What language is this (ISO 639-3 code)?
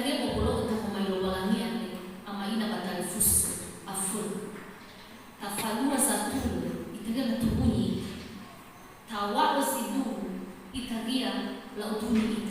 nia